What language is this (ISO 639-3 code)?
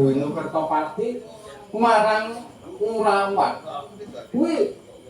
jav